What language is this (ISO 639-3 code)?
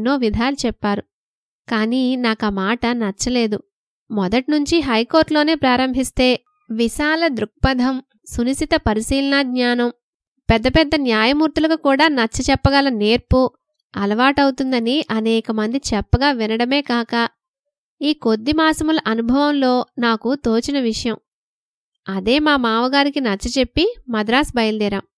tel